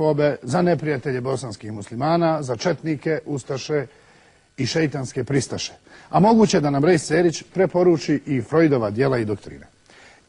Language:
Bosnian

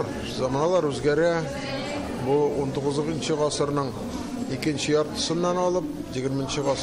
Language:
Tatar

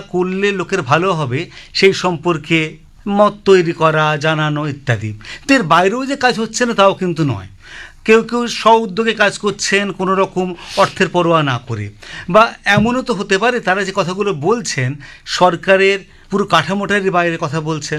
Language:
Bangla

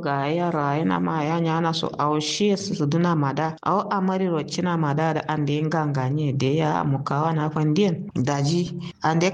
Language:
Kanuri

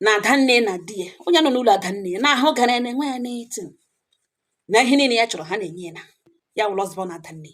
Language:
Igbo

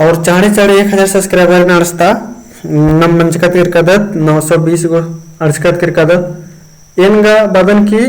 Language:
Kurukh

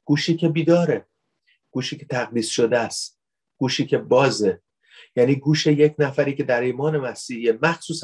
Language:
Persian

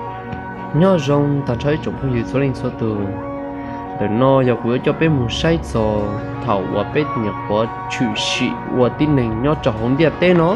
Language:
Hmong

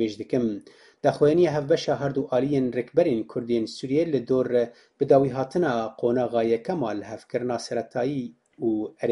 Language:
Kurdish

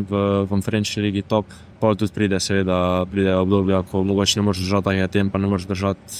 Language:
Slovenian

